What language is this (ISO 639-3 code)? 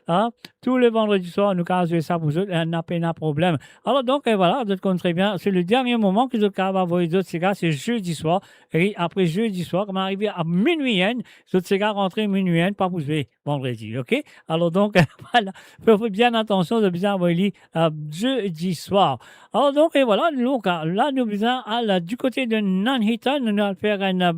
mfe